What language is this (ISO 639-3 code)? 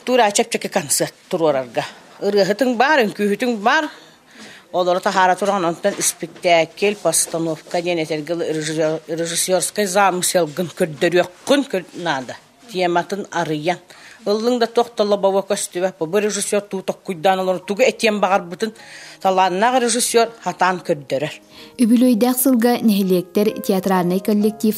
sah